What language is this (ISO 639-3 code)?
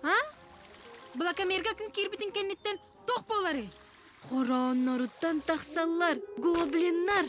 sah